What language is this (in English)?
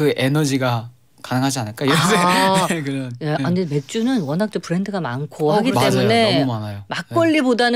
Korean